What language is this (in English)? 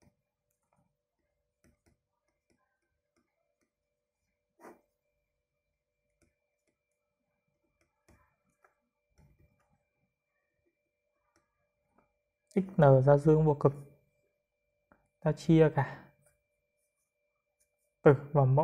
Vietnamese